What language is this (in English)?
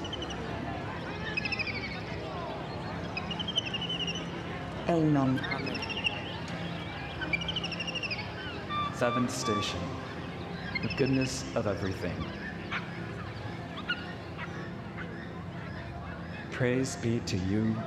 English